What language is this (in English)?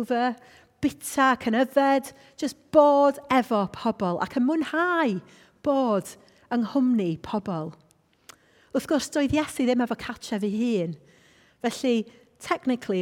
Welsh